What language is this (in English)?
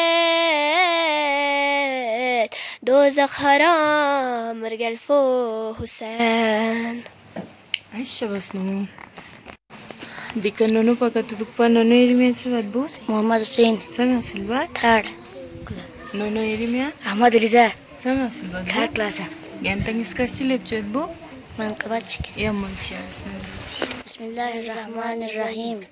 Persian